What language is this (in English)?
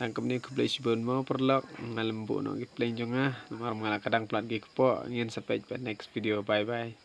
Khasi